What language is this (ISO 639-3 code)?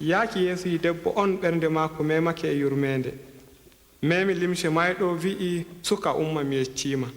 fub